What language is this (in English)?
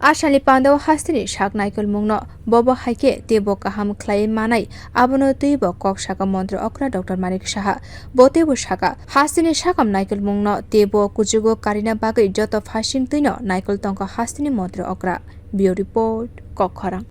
Kok Borok